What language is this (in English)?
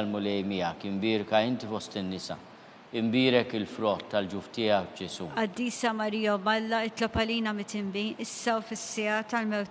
Maltese